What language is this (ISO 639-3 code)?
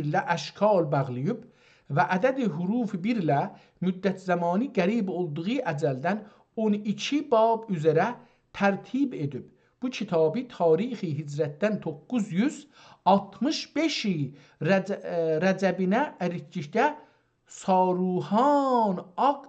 azb